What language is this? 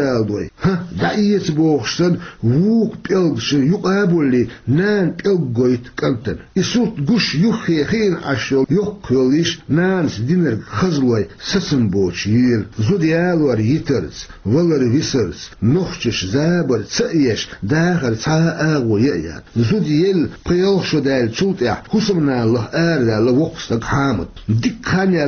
Chechen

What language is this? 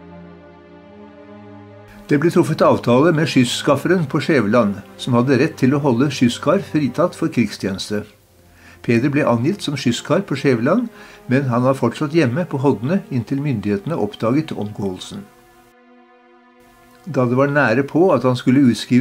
Norwegian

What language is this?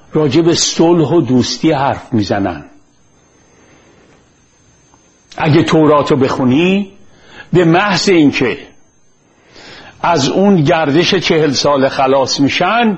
Persian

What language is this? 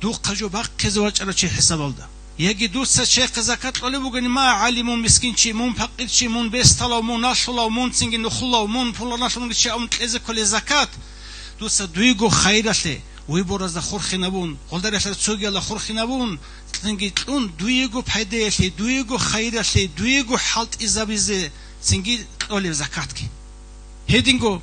Avaric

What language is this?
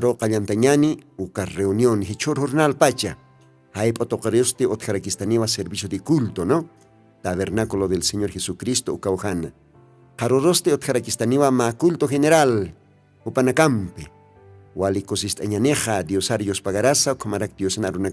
Aymara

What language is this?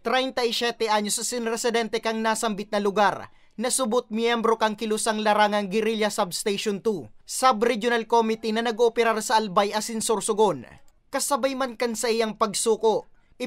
Bikol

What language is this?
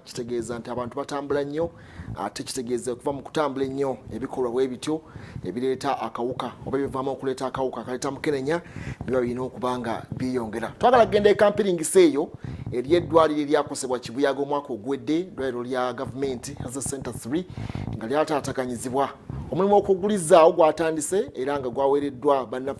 Ganda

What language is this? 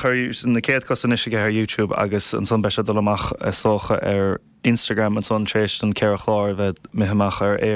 Irish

